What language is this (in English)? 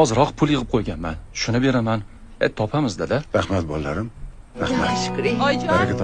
Uzbek